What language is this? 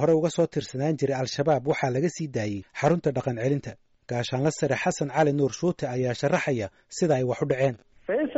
Somali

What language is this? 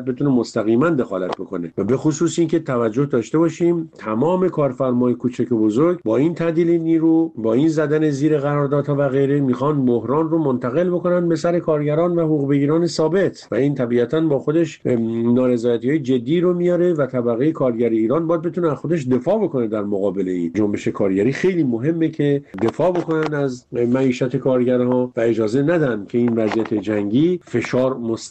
Persian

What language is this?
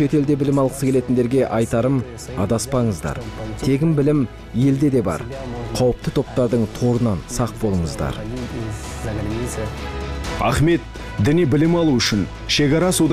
Kazakh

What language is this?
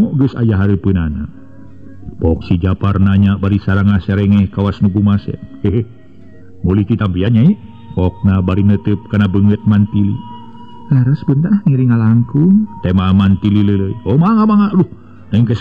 Sundanese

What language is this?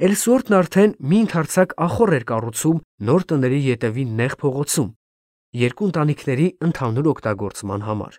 Armenian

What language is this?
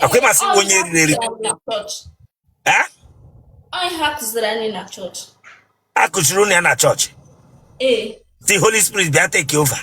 Igbo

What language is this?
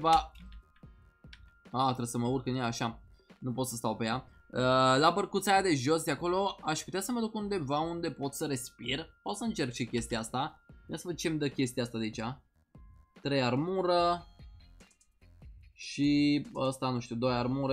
Romanian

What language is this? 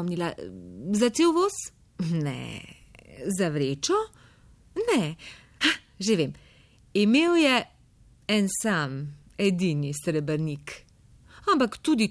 Slovenian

